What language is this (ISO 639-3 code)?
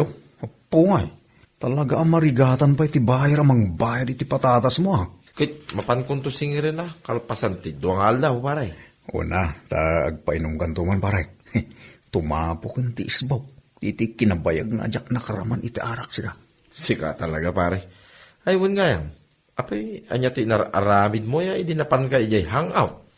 ilo